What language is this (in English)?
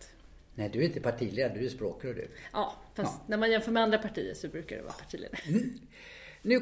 Swedish